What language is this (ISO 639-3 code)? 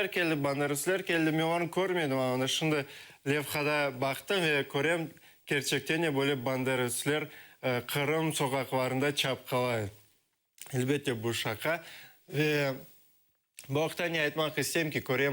crh